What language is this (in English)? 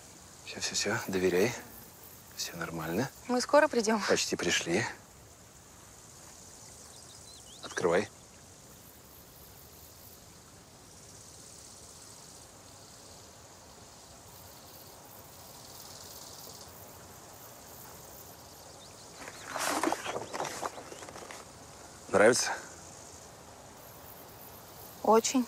Russian